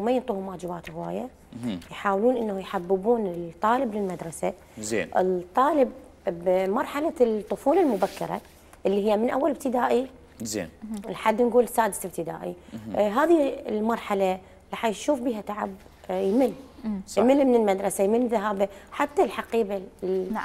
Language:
Mesopotamian Arabic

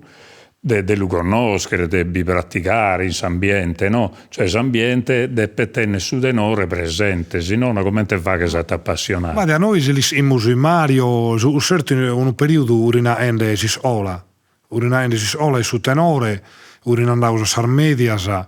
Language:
Sardinian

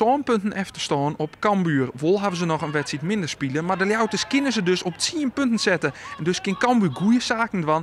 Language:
Western Frisian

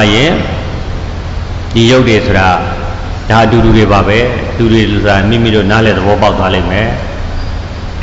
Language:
Burmese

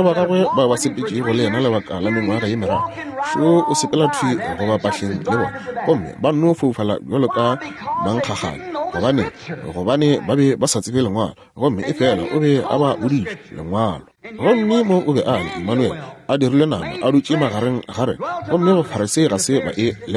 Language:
Northern Sotho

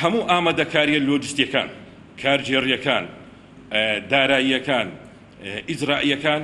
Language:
Central Kurdish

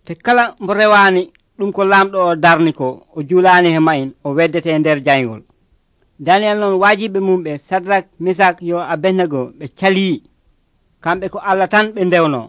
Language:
Nigerian Fulfulde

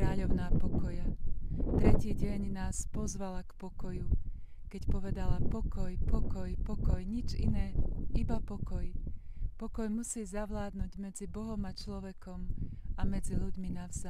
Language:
Slovak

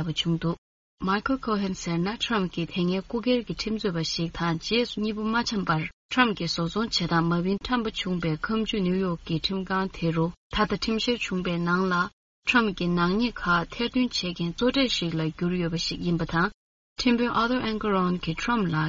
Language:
Tibetan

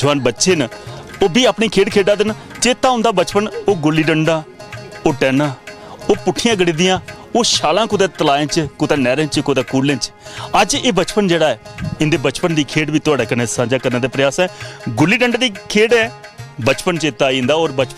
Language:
Dogri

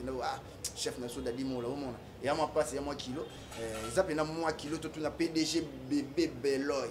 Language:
Lingala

